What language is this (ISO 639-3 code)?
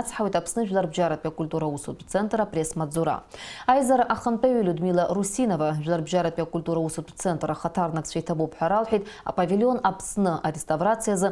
abk